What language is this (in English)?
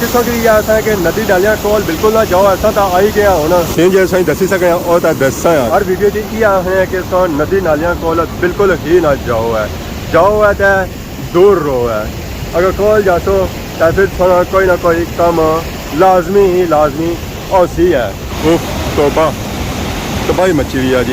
Pahari-Potwari